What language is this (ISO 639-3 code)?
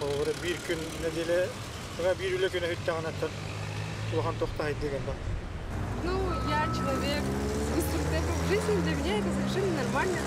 sah